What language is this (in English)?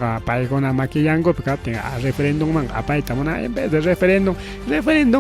Ayacucho Quechua